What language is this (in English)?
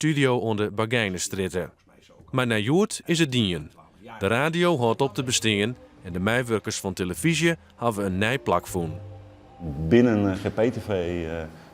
Western Frisian